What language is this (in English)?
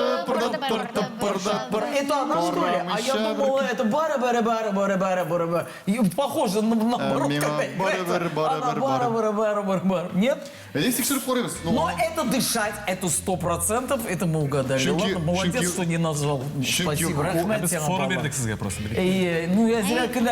Tatar